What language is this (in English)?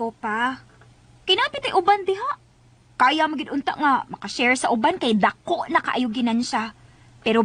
Cebuano